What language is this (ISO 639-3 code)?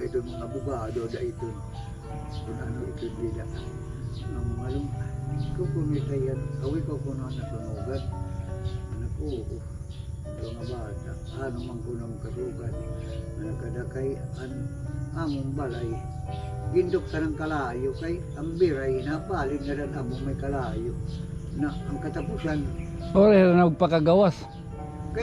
war